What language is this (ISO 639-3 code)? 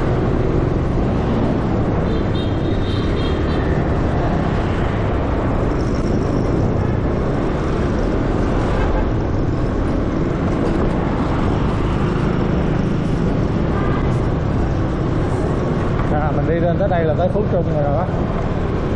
vie